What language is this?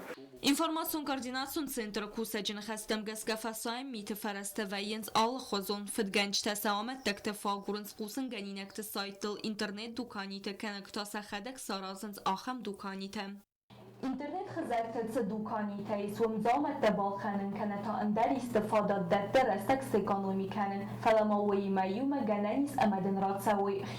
Ossetic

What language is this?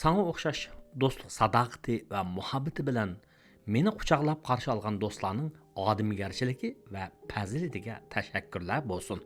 Uyghur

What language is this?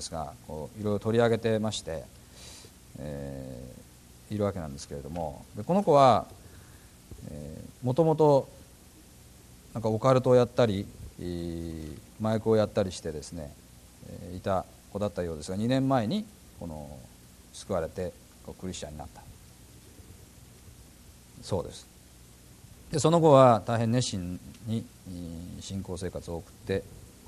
Japanese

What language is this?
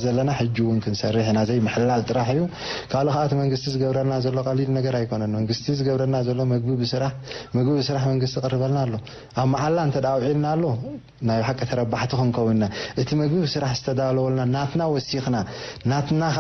Tigrinya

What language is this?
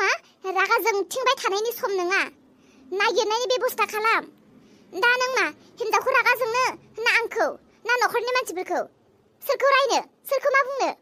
Bodo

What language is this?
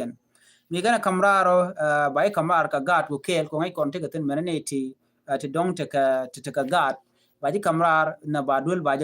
Nuer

